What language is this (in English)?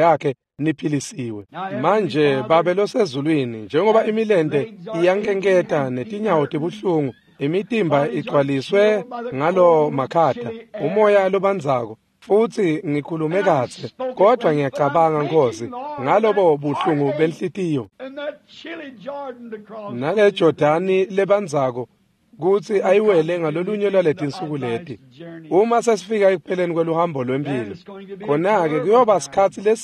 Swati